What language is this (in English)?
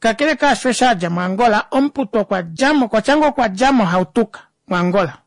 Kuanyama